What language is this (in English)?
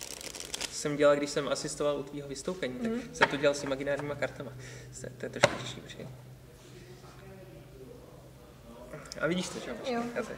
Czech